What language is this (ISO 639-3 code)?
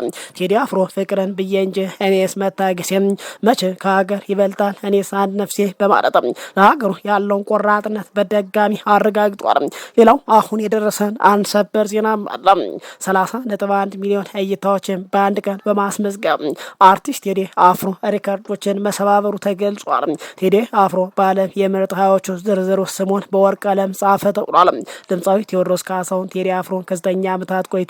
amh